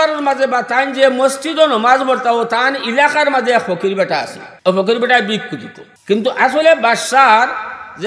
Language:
Sylheti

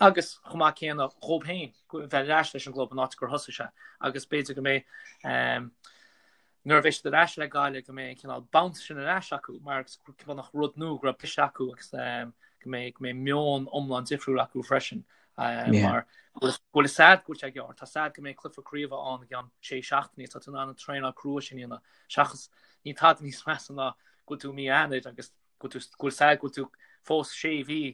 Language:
Irish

